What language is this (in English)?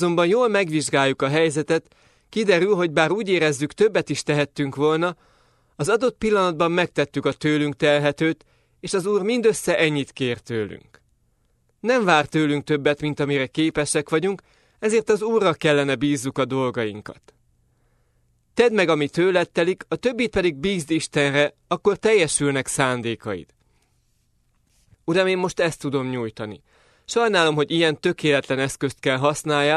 Hungarian